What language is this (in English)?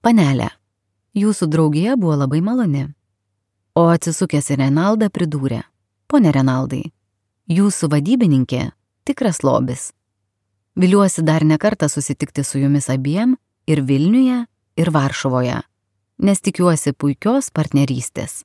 Lithuanian